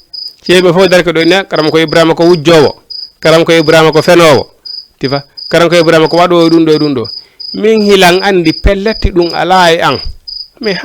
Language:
Fula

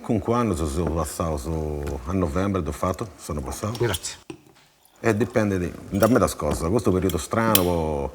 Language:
Sardinian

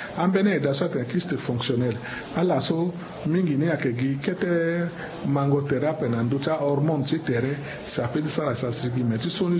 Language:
Sango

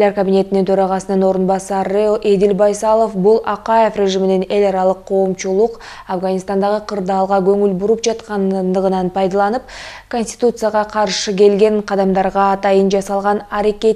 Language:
Kyrgyz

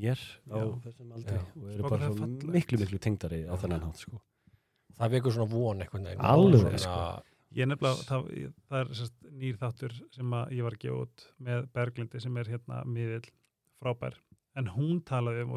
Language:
Icelandic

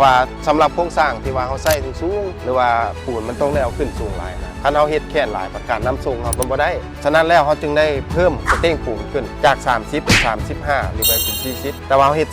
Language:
Lao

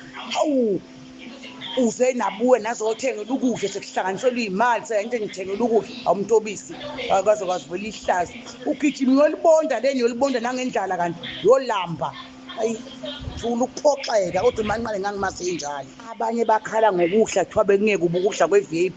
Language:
Zulu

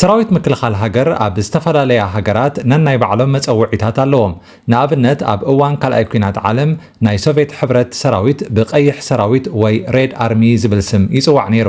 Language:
Tigrinya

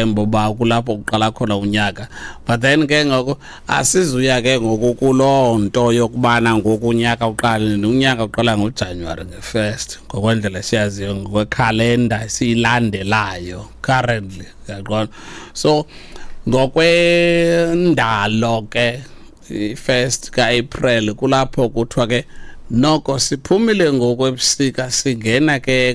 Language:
Xhosa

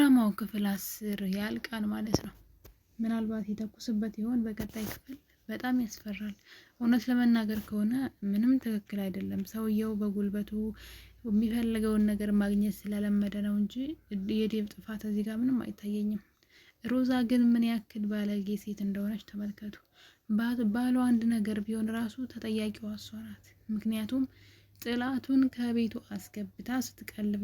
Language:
Amharic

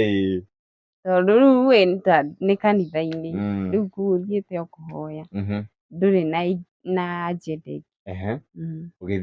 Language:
Kikuyu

